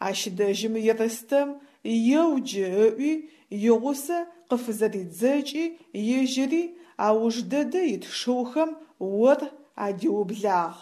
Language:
Adyghe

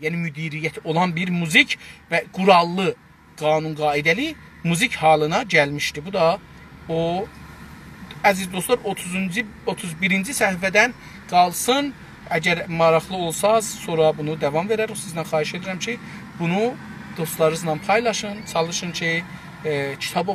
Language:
South Azerbaijani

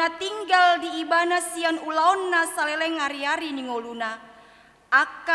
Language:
Batak Toba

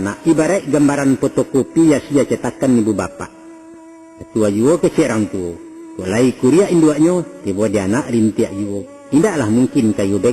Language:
Minangkabau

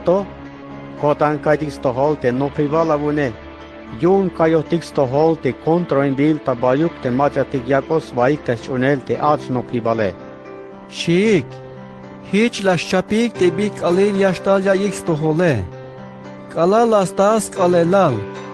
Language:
Tzeltal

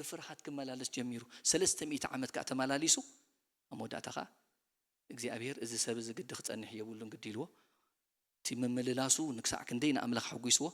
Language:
Tigrinya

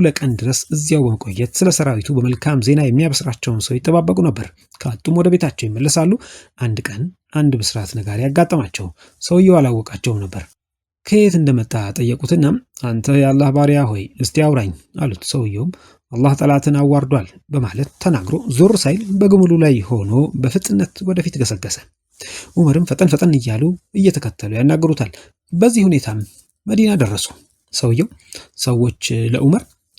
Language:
Amharic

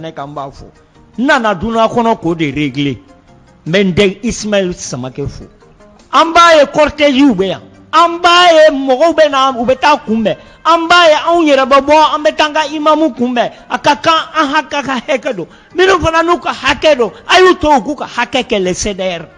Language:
Bambara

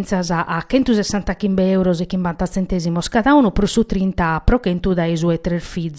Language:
Sardinian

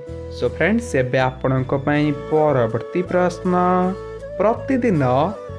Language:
Odia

